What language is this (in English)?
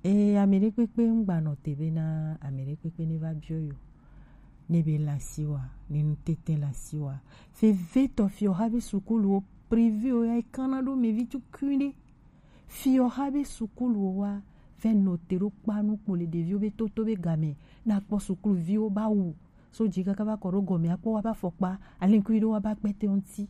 Gen